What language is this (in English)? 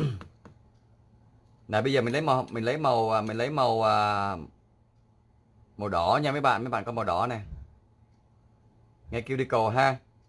Vietnamese